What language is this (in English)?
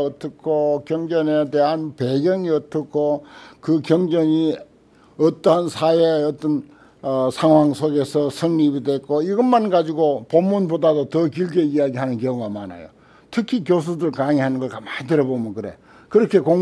Korean